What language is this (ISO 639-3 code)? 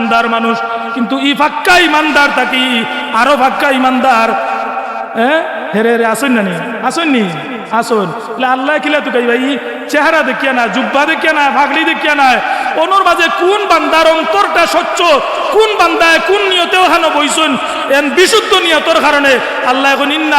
syl